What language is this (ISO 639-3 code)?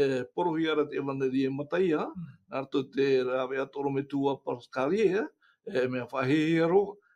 tah